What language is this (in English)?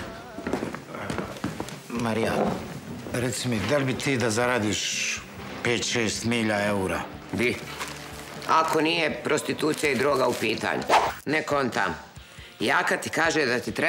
Bosnian